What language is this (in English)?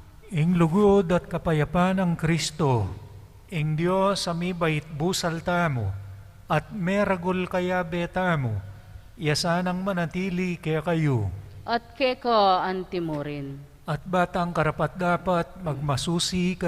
Pampanga